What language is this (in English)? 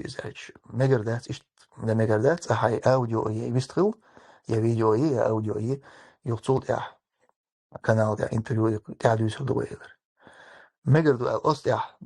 Chechen